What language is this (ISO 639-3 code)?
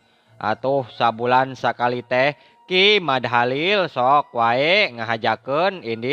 sun